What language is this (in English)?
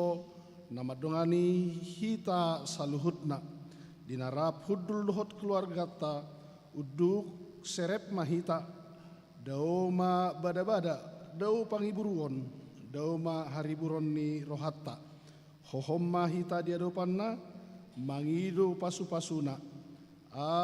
Batak Toba